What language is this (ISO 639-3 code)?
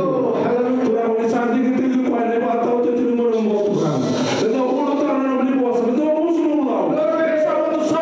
fij